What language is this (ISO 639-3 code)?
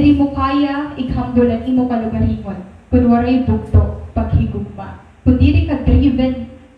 war